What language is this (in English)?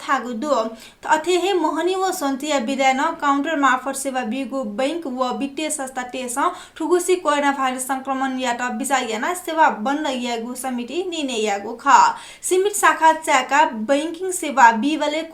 Newari